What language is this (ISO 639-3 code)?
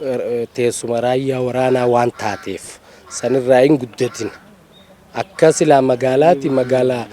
orm